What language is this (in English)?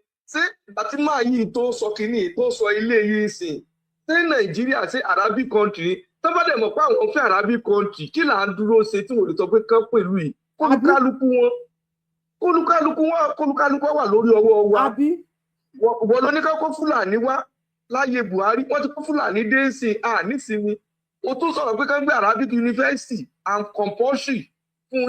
Yoruba